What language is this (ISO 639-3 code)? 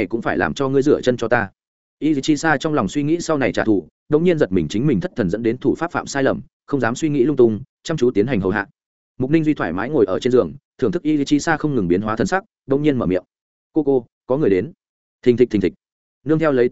vie